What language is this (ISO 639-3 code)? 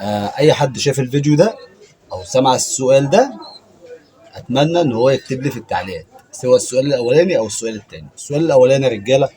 arz